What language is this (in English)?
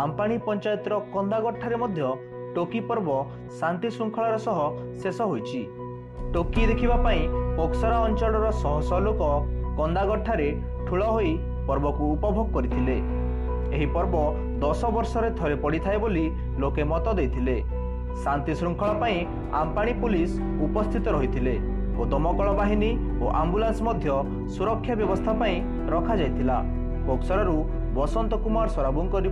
Odia